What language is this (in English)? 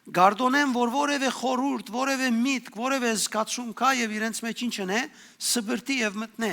Western Armenian